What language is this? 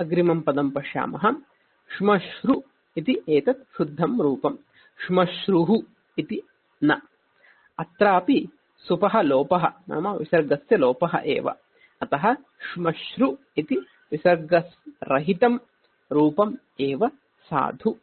Sanskrit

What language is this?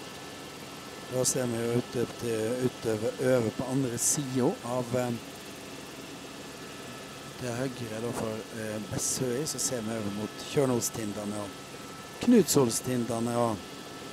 Norwegian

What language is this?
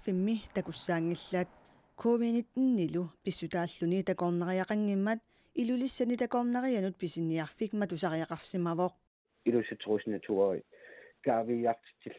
Kalaallisut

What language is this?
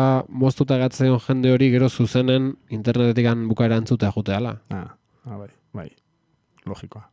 Basque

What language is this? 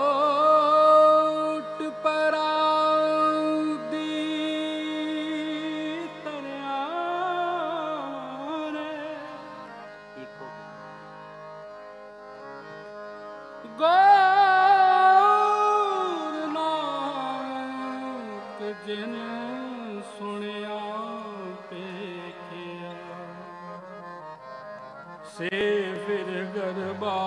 Punjabi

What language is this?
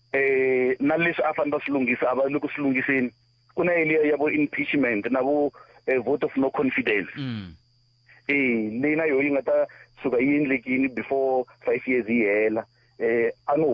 Tsonga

